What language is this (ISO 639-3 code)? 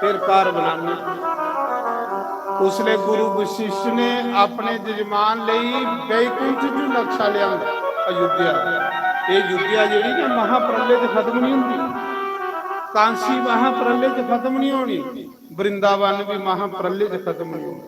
doi